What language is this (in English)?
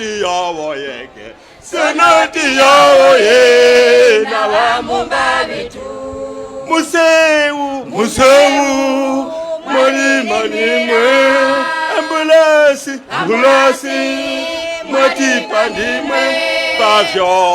Tumbuka